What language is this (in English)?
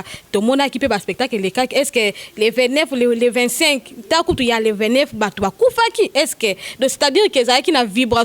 Lingala